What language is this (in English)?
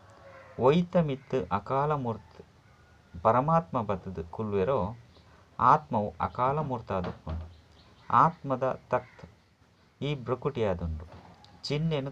Tulu